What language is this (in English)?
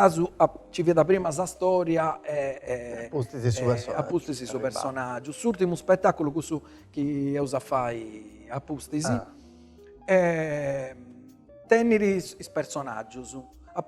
Sardinian